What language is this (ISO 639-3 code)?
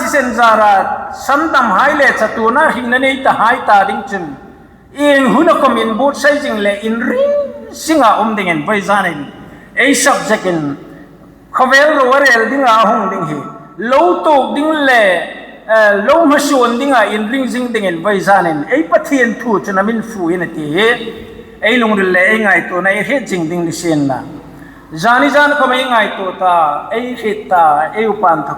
hmr